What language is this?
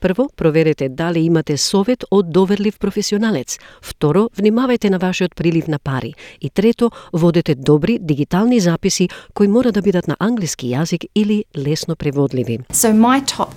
Macedonian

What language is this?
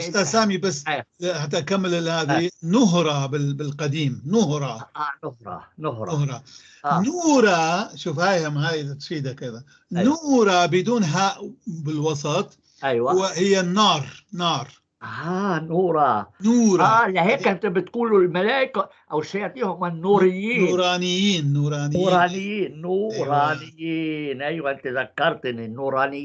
North Levantine Arabic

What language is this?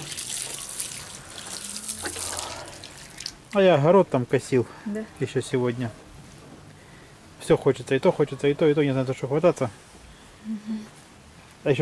Russian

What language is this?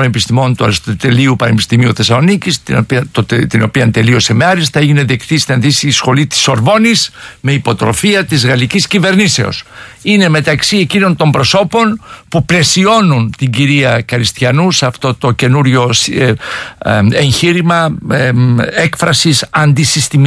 Greek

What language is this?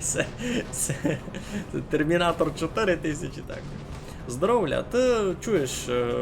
Rusyn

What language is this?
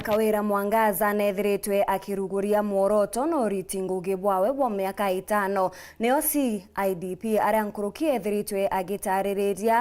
Meru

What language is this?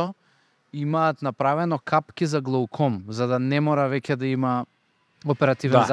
Macedonian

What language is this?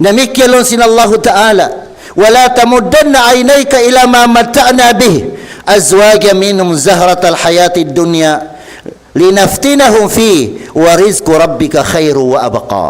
Tausug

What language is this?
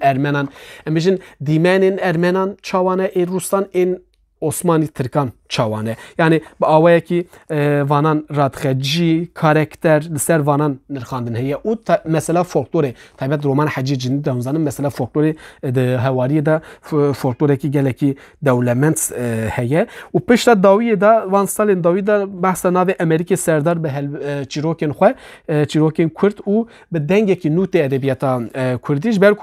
Kurdish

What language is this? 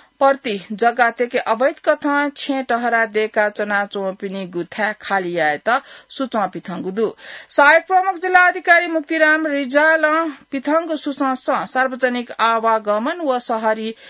Newari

